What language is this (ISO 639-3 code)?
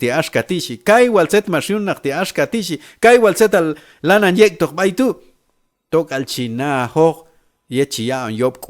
kjb